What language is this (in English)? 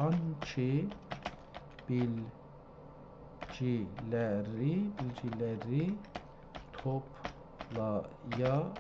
South Azerbaijani